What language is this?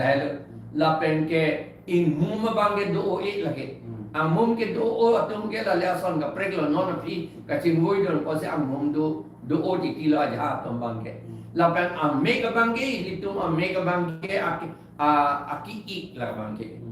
Karbi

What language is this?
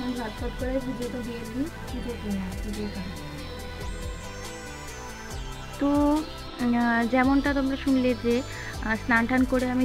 Bangla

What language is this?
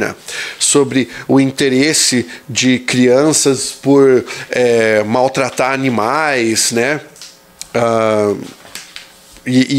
Portuguese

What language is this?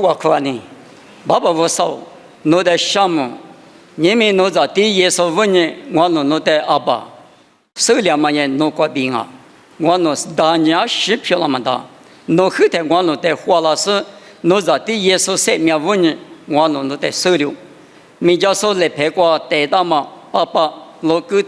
Lisu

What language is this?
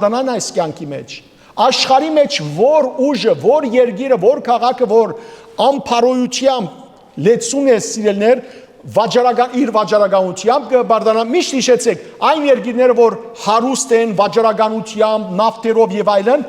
Western Armenian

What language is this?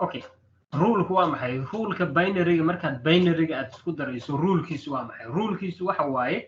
Somali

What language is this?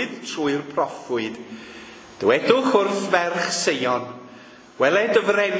Welsh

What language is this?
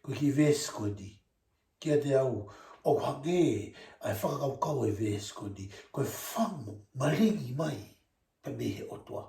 Tongan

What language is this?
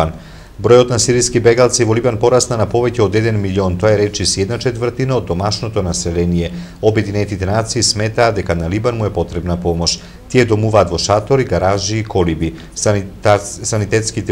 Macedonian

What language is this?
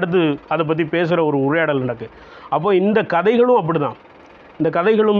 Tamil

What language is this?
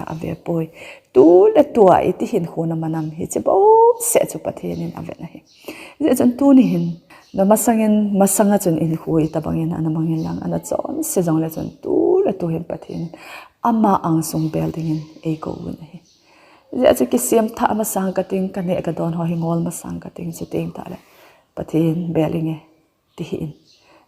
Thado Chin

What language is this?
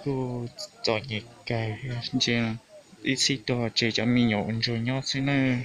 Hmong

